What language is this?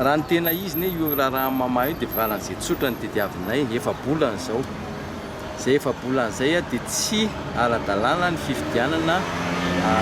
Malagasy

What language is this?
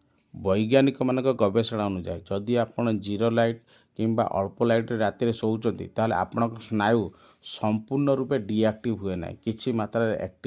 Odia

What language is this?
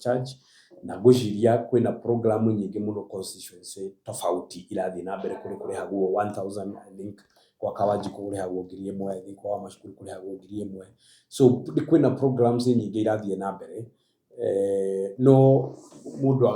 Kikuyu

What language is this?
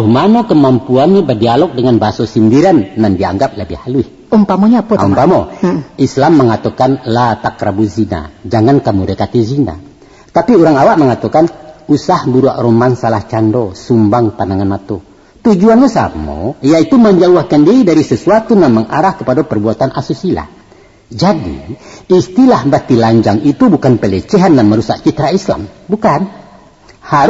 Minangkabau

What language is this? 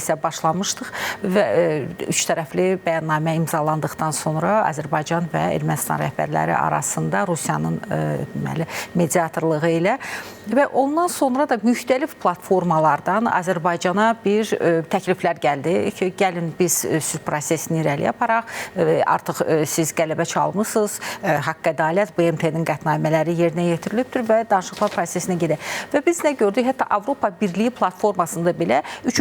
Azerbaijani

